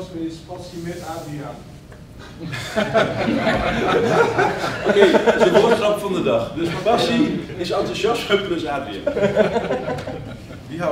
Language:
Dutch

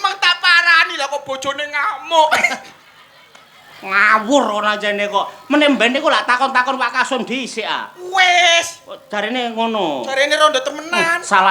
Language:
Javanese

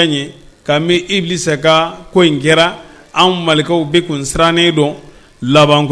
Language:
Bambara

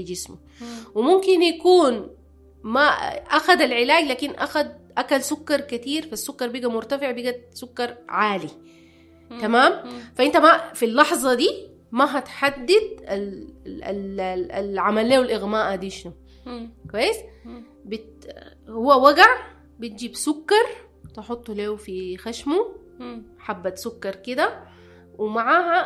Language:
Sudanese Arabic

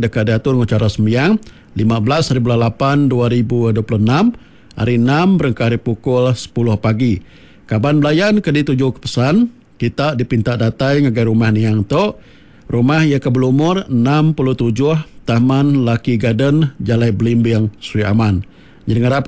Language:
Iban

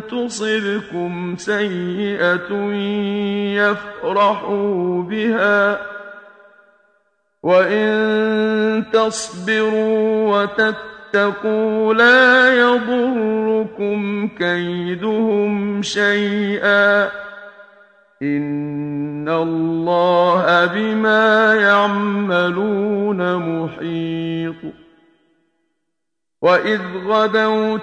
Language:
Arabic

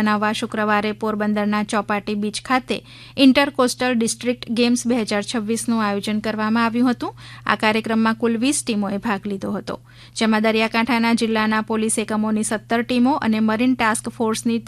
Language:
Gujarati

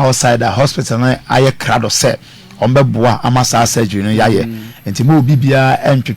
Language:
Akan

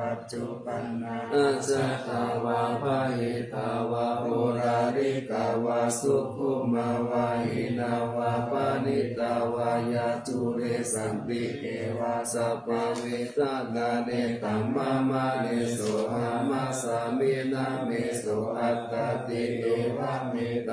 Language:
Pali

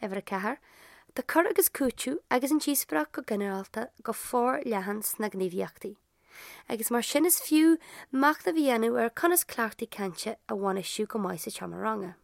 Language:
Irish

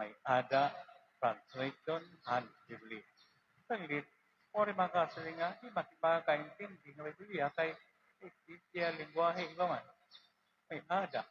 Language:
Waray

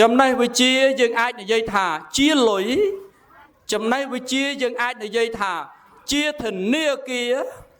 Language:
Khmer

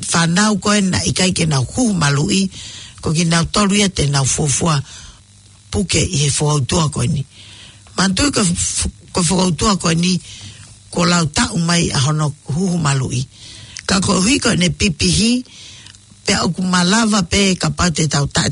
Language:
Tongan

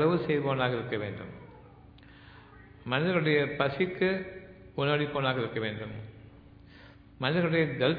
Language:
Tamil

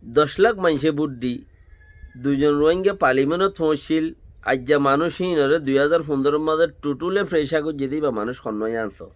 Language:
Rohingya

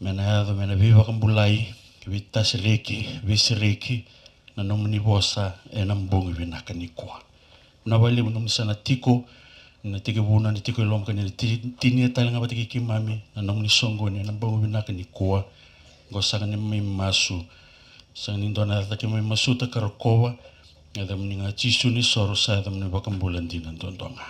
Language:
Fijian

